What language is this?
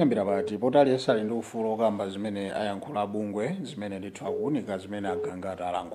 Nyanja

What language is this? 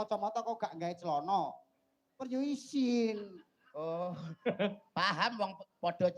Javanese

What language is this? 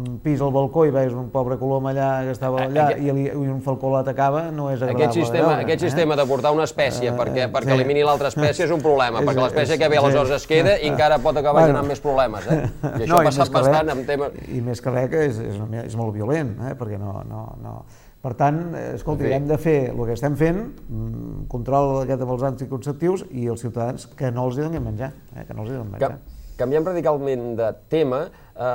Catalan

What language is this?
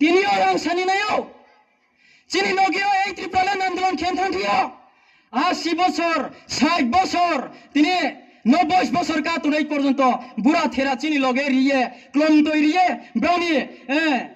Riang (India)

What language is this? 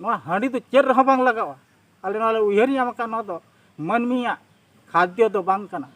Santali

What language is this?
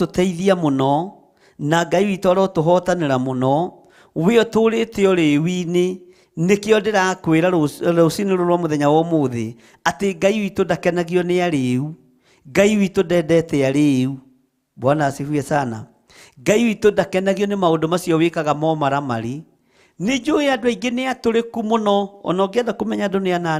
Kikuyu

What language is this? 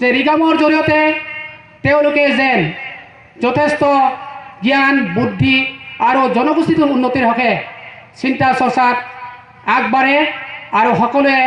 Assamese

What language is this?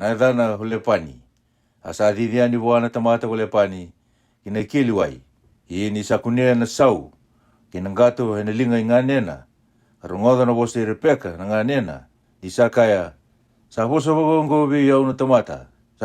Fijian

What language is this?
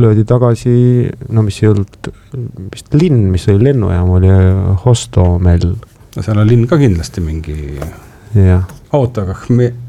Estonian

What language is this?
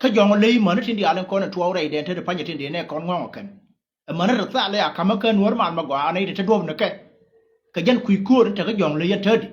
Nuer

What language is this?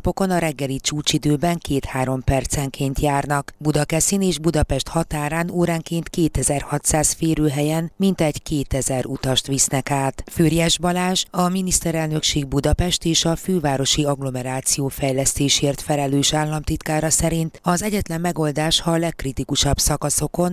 Hungarian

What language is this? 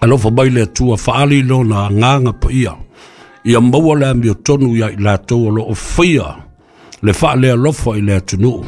Samoan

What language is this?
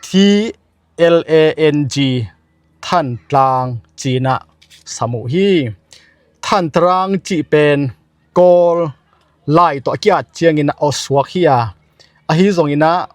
Tedim Chin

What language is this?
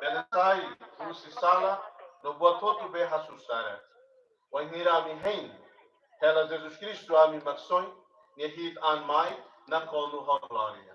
Tetum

